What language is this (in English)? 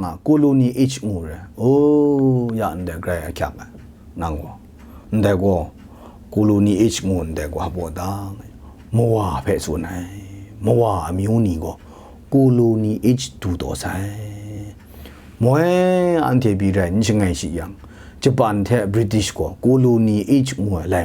Kachin